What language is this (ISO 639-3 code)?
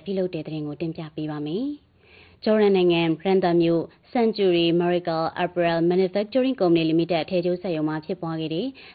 mya